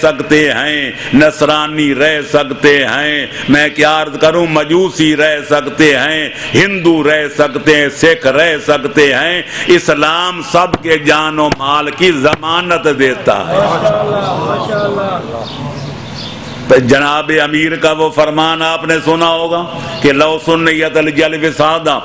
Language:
Urdu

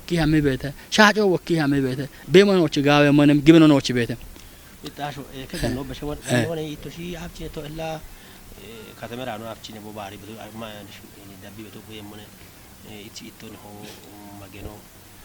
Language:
Kafa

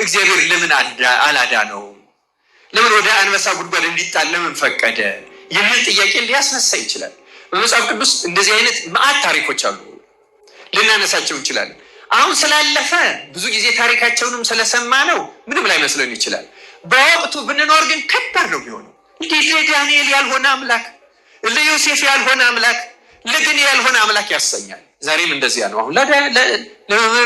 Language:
Amharic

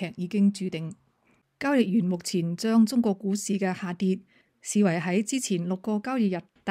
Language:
Cantonese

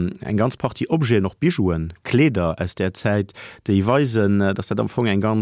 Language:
Luxembourgish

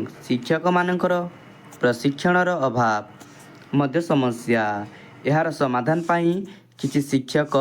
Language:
Odia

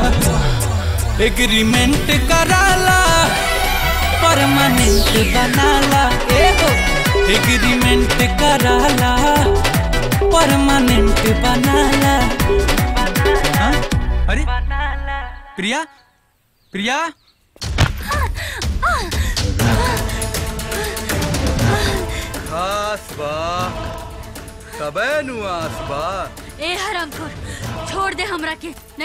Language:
Bhojpuri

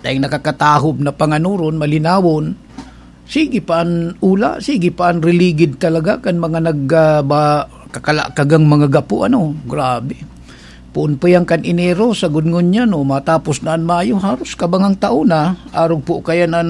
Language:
Bikol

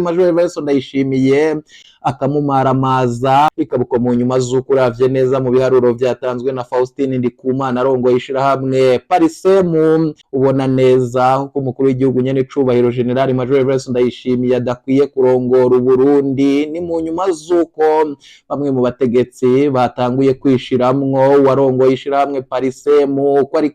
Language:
Rundi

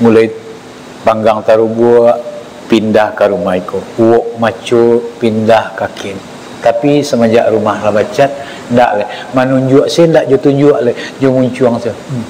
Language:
Minangkabau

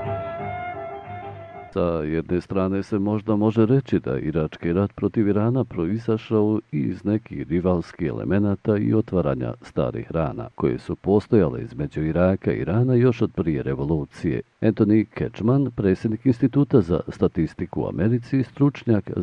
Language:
Bosnian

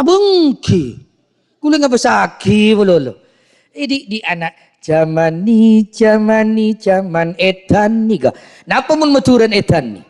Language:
Madurese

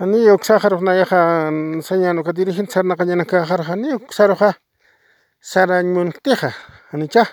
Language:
Aymara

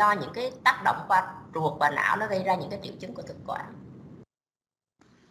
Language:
Vietnamese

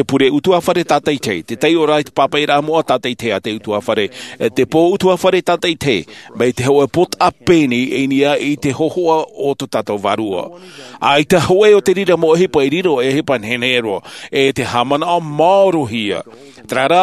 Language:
Tahitian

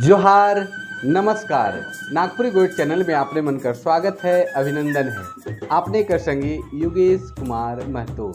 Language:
Sadri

